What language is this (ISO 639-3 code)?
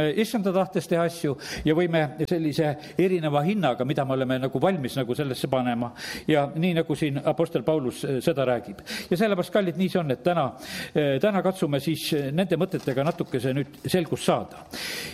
est